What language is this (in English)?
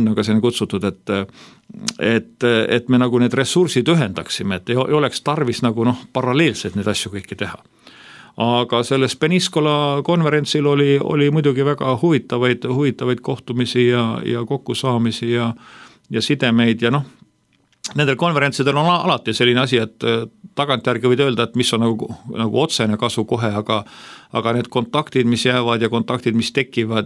Estonian